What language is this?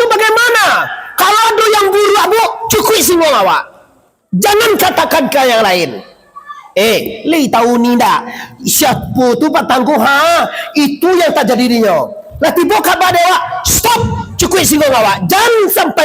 Minangkabau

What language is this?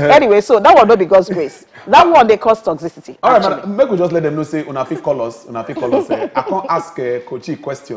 Nigerian Pidgin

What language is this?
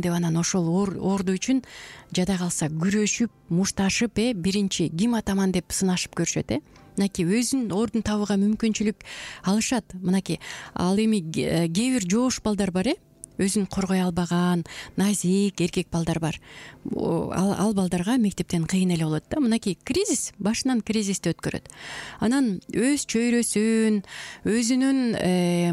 Kyrgyz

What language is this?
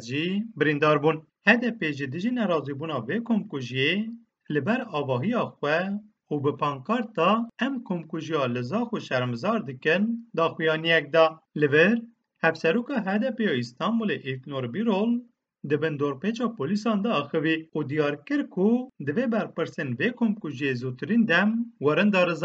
Kurdish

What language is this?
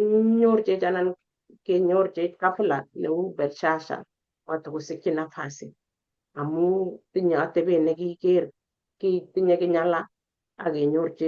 Kalenjin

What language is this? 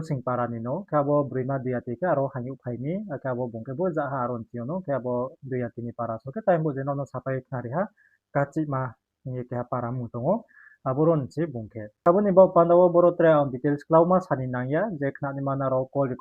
Riang (India)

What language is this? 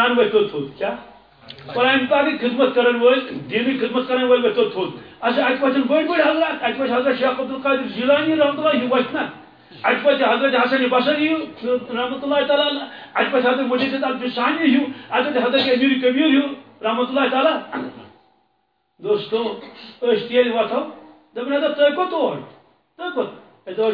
Kashmiri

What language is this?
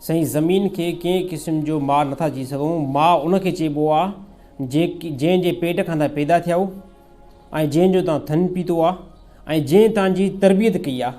Sindhi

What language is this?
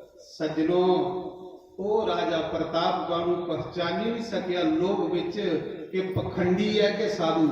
Dogri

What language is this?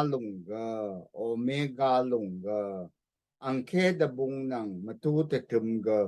Rawang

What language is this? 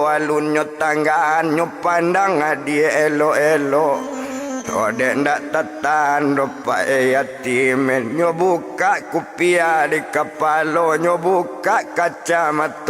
Minangkabau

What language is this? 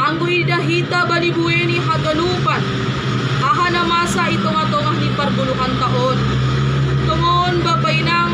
Batak Simalungun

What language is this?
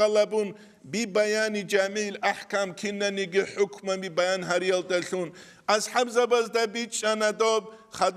Avaric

